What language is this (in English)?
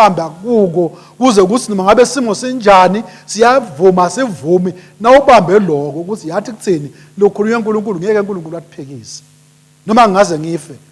Swati